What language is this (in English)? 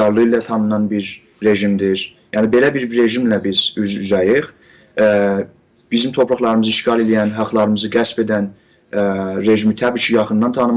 South Azerbaijani